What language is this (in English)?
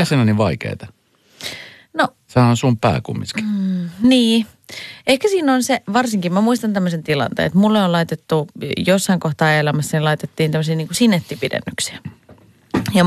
Finnish